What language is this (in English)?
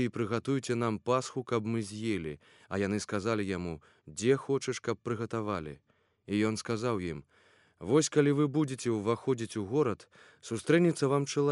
Belarusian